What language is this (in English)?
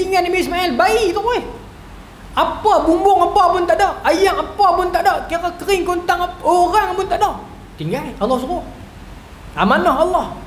Malay